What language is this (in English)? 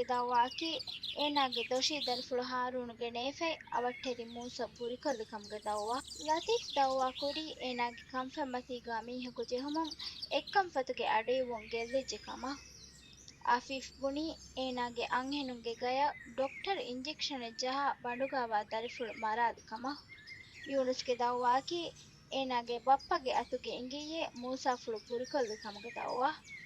Divehi